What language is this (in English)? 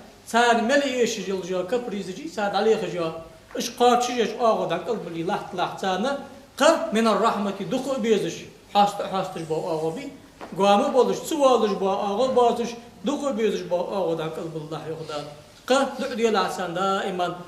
Ingush